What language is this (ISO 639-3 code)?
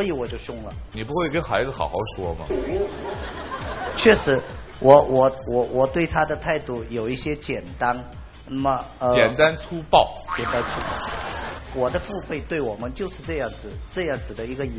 zho